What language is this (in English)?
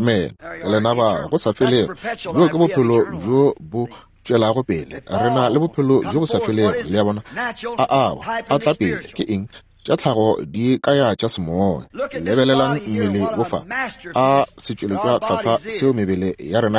Northern Sotho